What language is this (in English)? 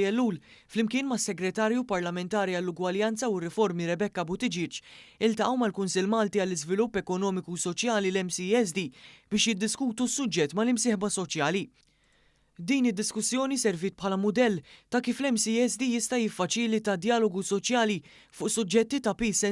Maltese